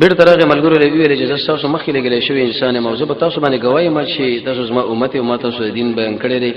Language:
Pashto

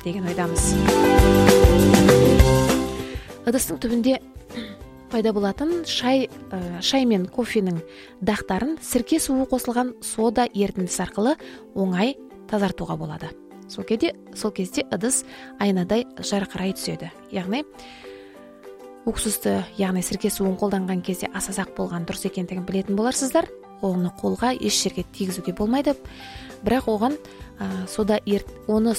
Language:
Kazakh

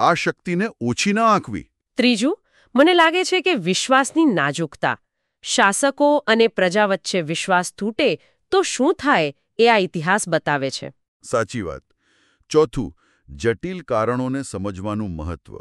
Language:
Gujarati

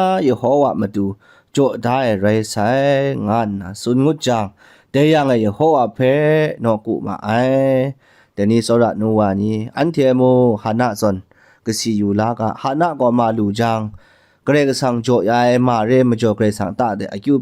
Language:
Kachin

